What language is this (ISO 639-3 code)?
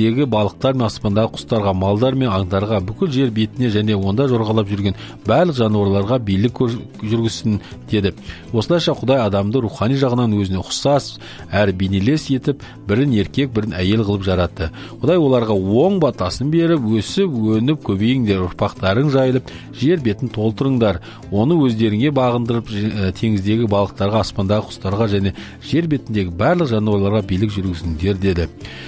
kaz